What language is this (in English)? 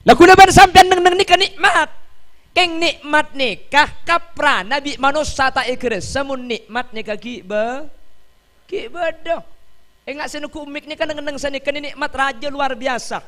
Madurese